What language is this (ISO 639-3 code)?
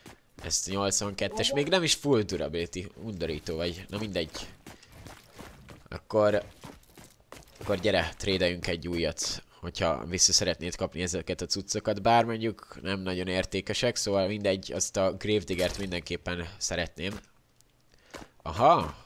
hun